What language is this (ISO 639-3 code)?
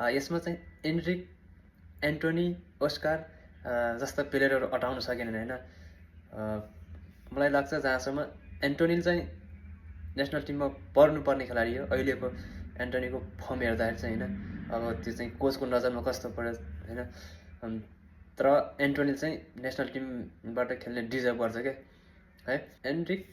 nep